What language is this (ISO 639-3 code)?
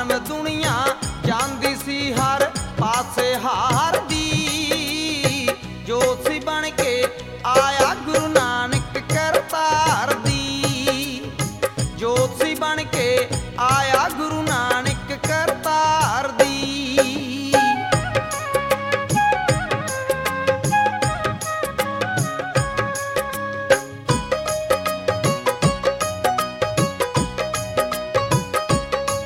pan